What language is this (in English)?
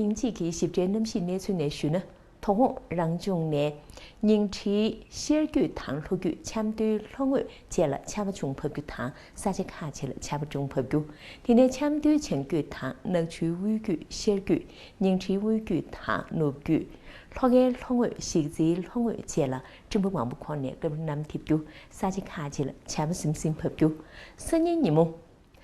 Tibetan